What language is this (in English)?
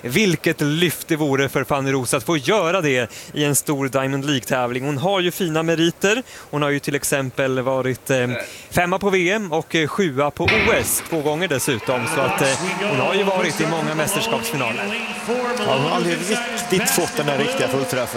Swedish